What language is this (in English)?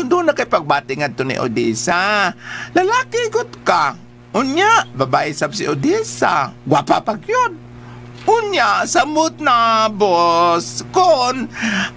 Cebuano